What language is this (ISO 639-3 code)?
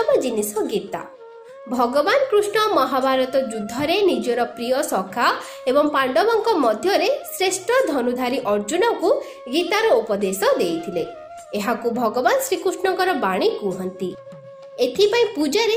ori